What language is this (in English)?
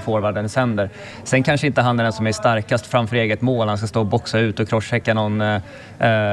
Swedish